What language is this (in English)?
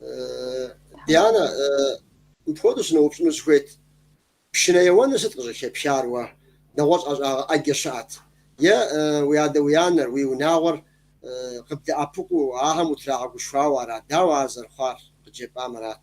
Kabardian